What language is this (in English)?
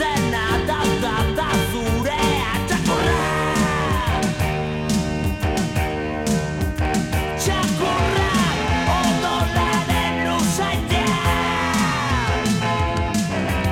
Basque